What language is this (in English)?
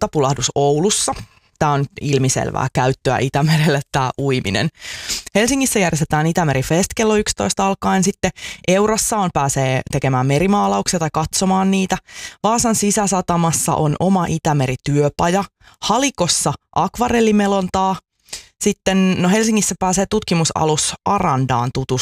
Finnish